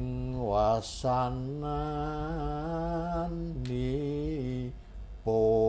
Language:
Javanese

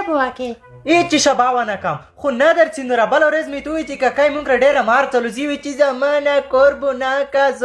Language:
Pashto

